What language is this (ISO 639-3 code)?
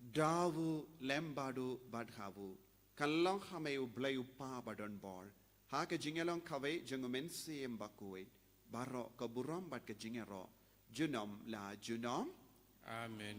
kha